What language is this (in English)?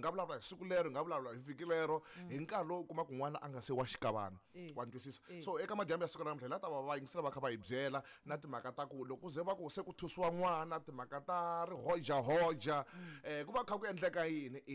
Tsonga